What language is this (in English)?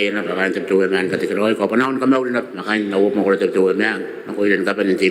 Gilbertese